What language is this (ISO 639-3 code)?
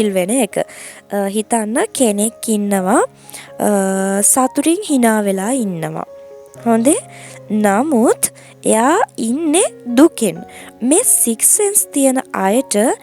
sin